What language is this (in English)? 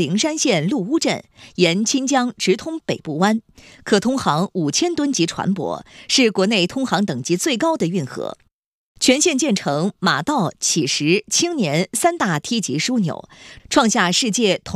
Chinese